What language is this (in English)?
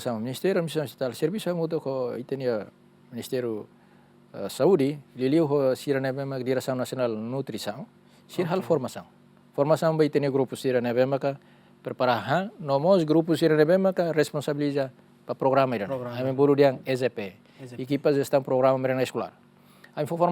Tetum